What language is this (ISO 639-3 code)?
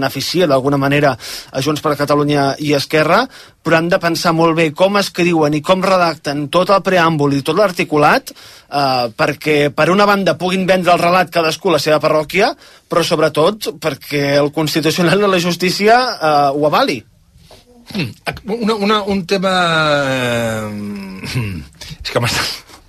cat